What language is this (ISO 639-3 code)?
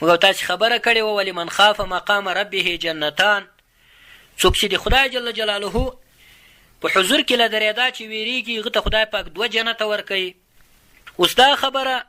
pus